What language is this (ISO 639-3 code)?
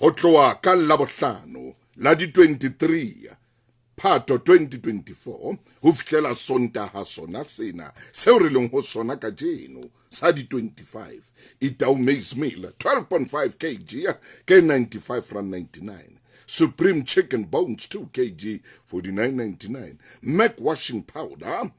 sot